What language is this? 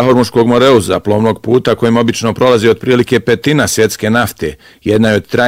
Bosnian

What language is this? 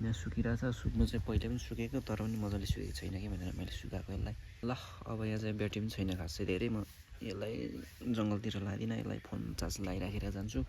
Nepali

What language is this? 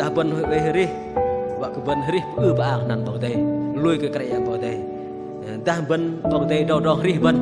Bahnar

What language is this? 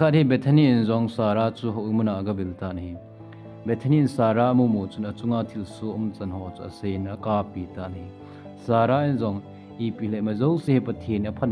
Thado Chin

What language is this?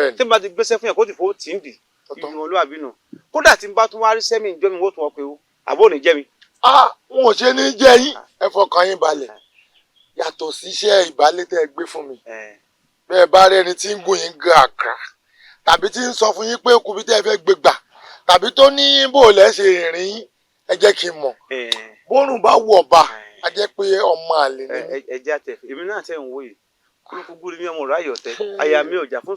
Yoruba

